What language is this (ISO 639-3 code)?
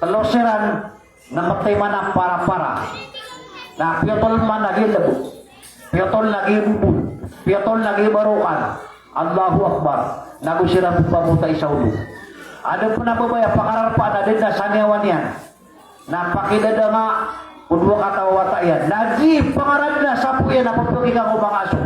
mrw